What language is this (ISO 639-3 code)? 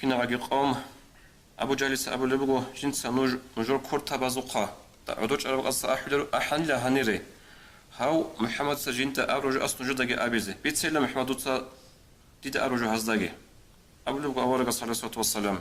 ava